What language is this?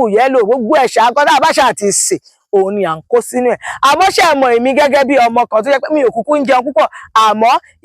Yoruba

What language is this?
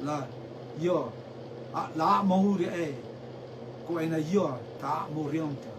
Rotuman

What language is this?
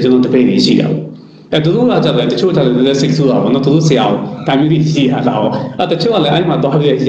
Burmese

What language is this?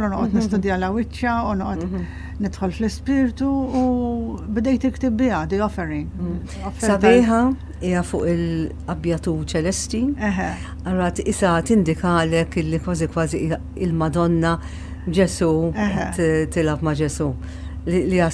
Maltese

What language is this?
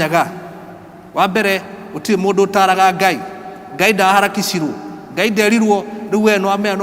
Kikuyu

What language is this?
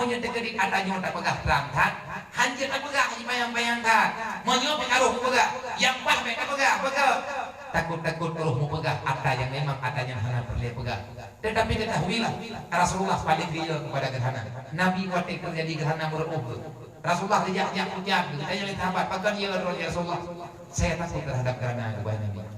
Achinese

